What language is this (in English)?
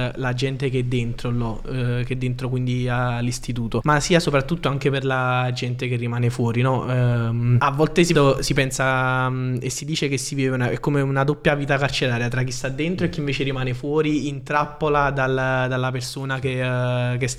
Italian